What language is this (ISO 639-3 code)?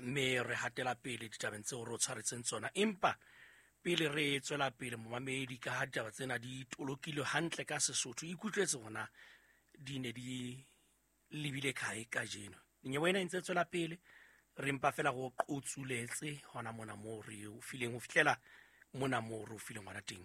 sot